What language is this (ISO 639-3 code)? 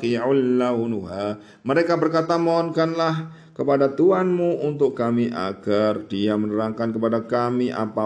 ind